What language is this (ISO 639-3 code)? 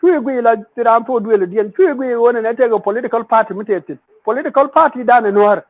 nus